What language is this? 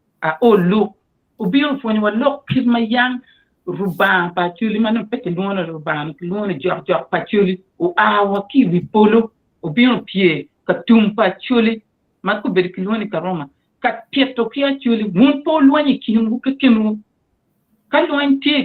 Acoli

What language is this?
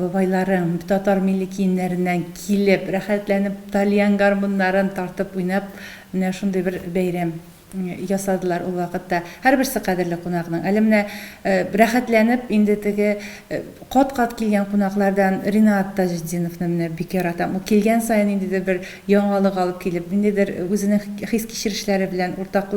Tatar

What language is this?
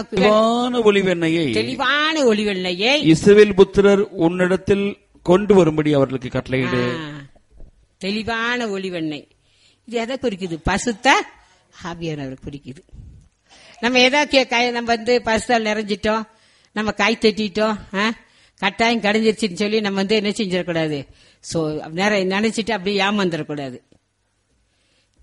Tamil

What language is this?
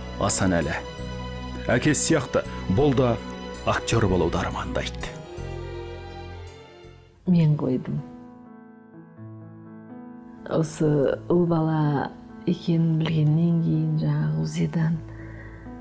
Kazakh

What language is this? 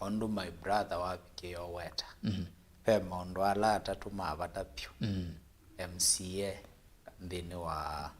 Kamba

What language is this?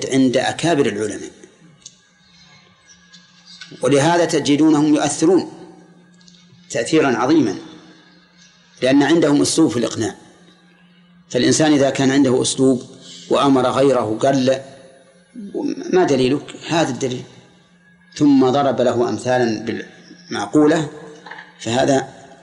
Arabic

